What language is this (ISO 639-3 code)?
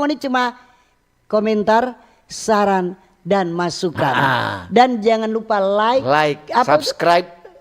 xmm